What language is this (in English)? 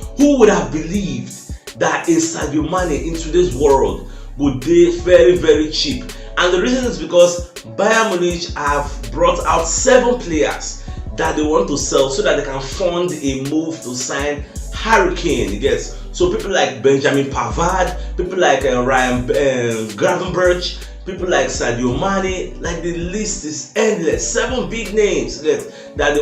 Nigerian Pidgin